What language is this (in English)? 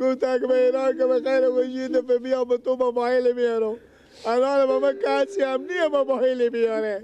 Persian